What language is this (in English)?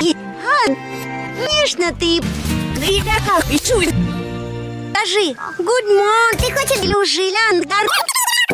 Russian